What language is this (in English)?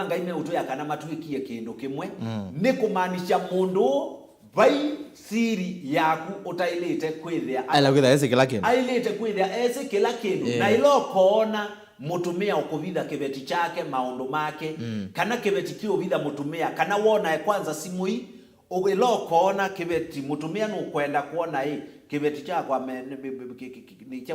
Kamba